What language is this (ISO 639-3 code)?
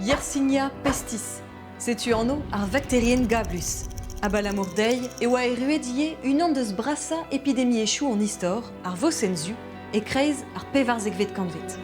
bre